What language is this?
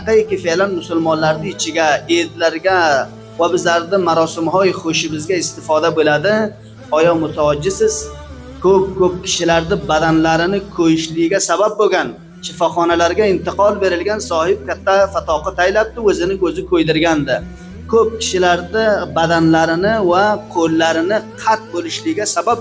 Uzbek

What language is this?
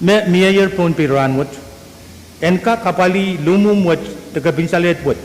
Pohnpeian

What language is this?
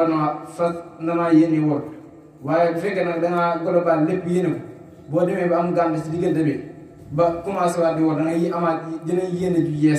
Wolof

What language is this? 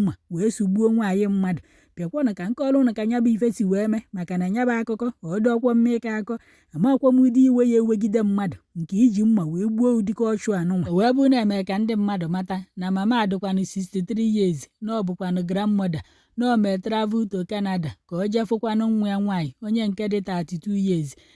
Igbo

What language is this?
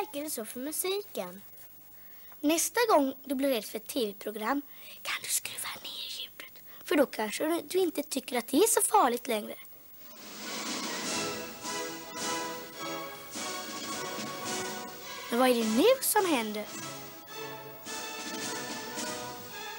Swedish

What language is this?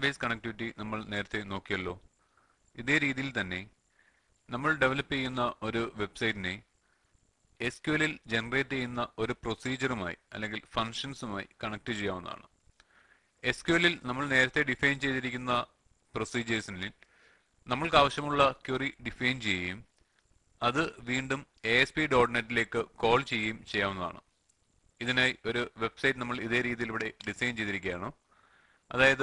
Malayalam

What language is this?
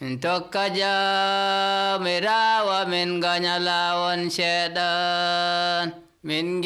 Nigerian Fulfulde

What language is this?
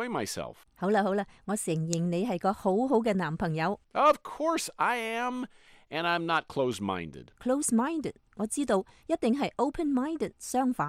Cantonese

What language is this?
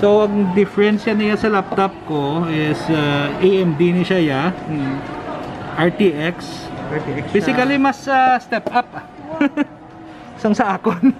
Hiligaynon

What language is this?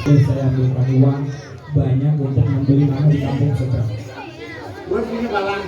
Betawi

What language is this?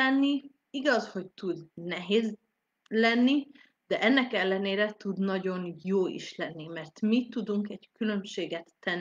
Hungarian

